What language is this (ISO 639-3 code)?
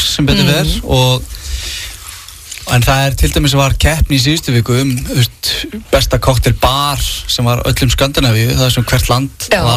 isl